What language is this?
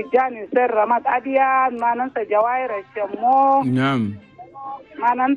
Chadian Arabic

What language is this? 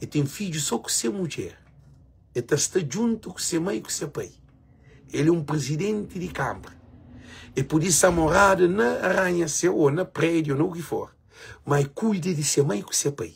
Kabuverdianu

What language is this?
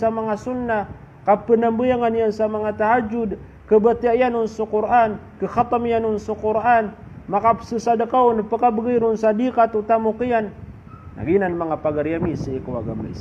Maranao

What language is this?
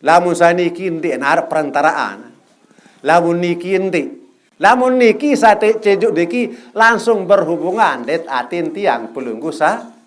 Sasak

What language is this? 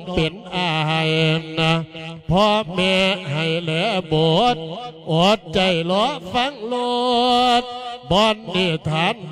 Lao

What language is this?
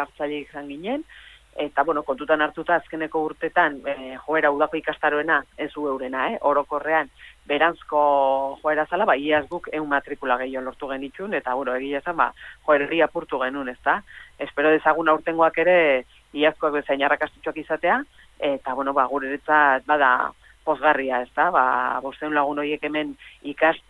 Basque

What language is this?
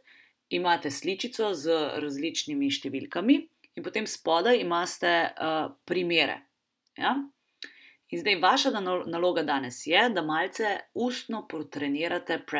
Slovenian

